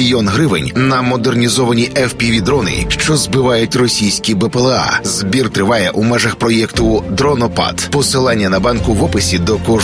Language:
Ukrainian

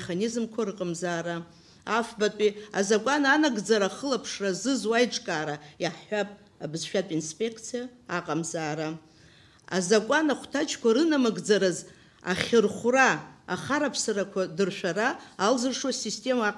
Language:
Abkhazian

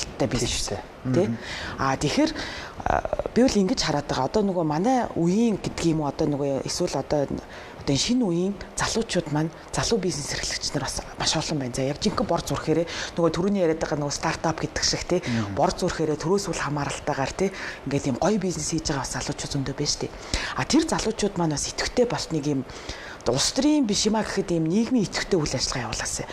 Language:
Mongolian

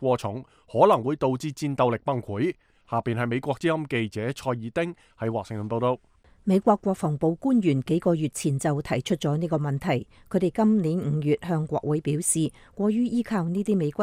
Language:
Cantonese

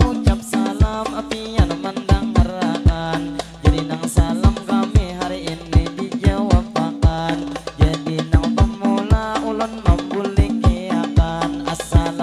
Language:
Banjar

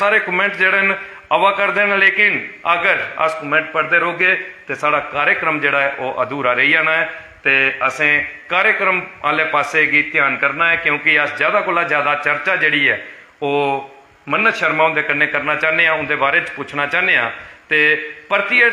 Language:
Dogri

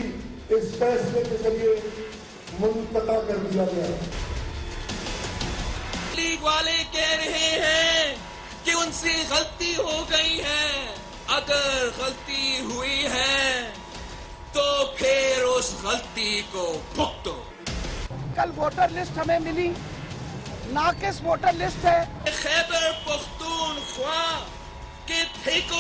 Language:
Urdu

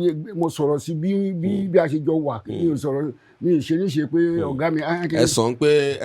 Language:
Yoruba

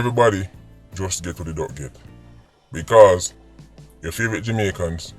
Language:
Jamaican Creole English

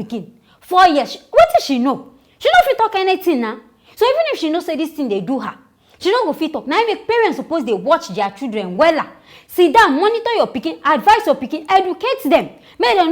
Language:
Nigerian Pidgin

